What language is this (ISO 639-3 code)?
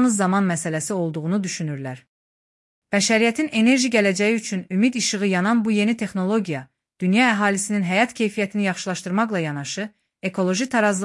aze